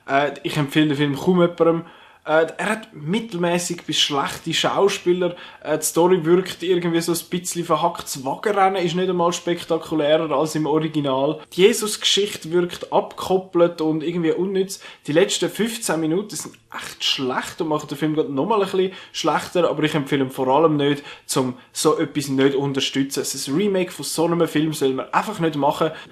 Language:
Swiss German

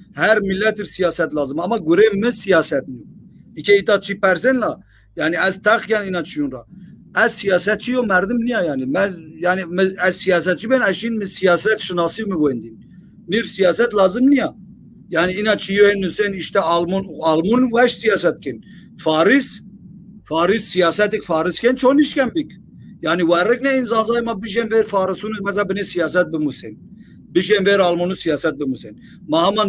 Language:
Zaza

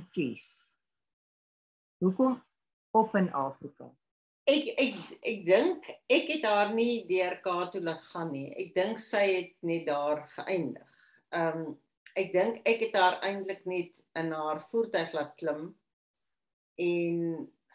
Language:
Afrikaans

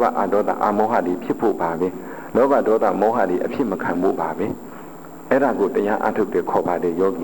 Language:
Burmese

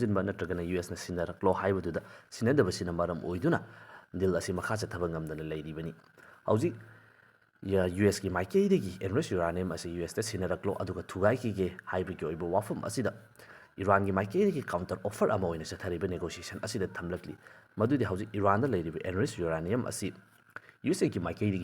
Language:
Manipuri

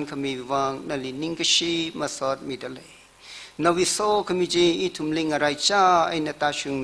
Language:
Tangkhul Naga (India)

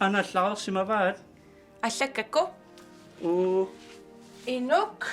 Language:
Kalaallisut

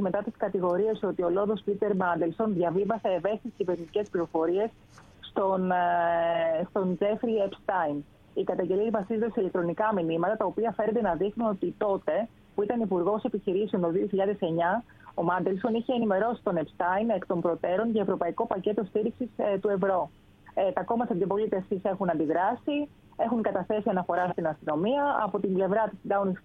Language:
Greek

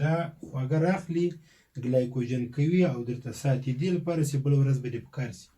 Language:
Pashto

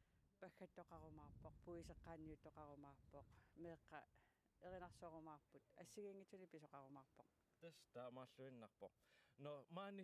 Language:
Kalaallisut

